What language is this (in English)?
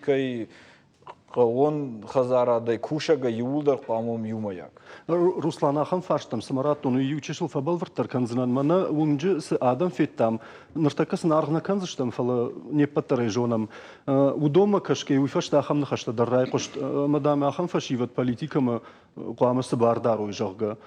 Ossetic